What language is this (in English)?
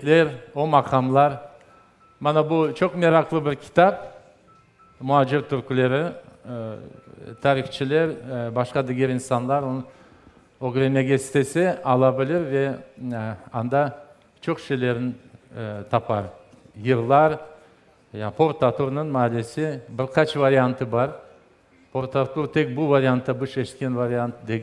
Crimean Tatar